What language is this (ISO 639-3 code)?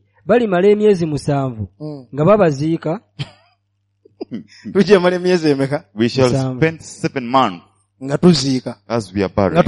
lug